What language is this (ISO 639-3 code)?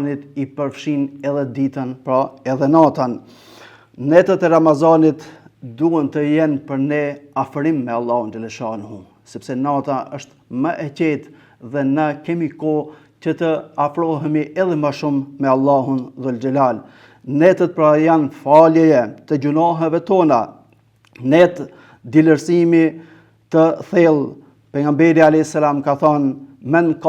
sqi